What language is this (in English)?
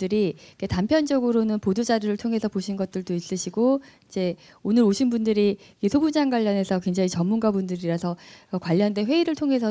Korean